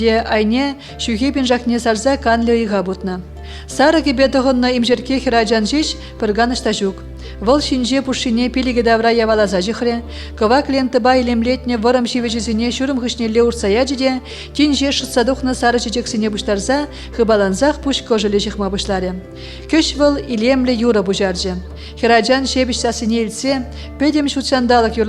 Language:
Chuvash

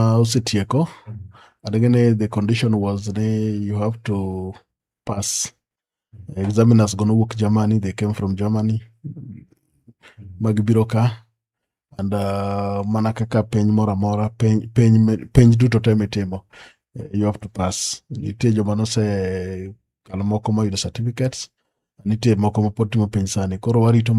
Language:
Luo (Kenya and Tanzania)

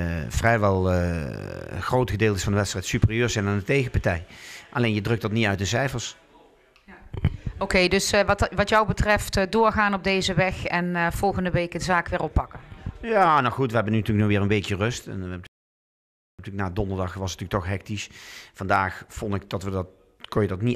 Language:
Dutch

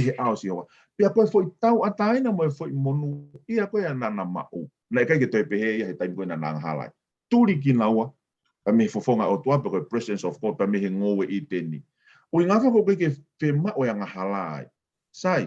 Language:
Tongan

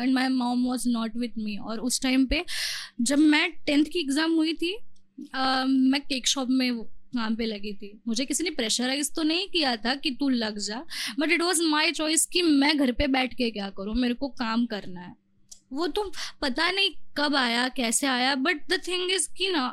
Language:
Hindi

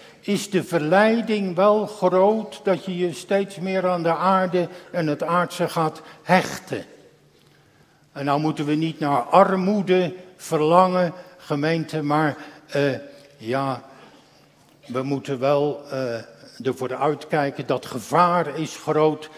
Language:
Dutch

